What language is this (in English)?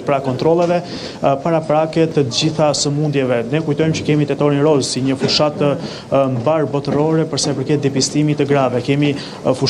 Albanian